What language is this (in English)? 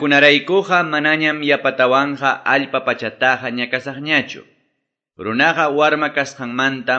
Quechua